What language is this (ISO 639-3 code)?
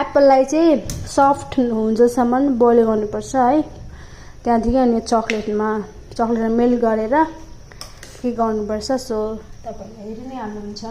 nep